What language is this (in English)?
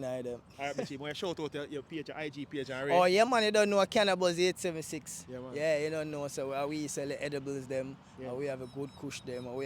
Jamaican Creole English